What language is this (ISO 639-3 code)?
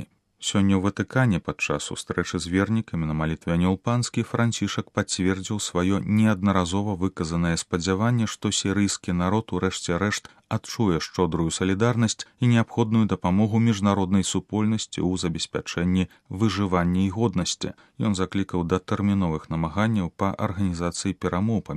bel